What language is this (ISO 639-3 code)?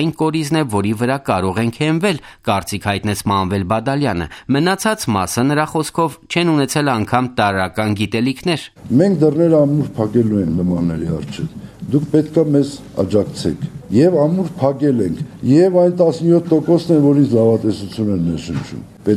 hye